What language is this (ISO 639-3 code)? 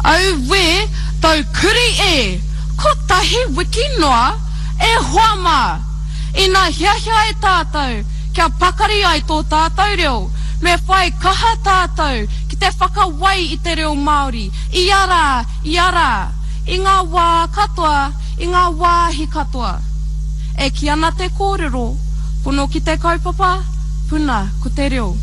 mri